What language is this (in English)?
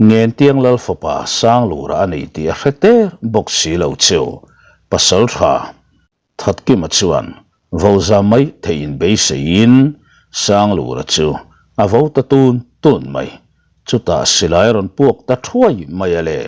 Mizo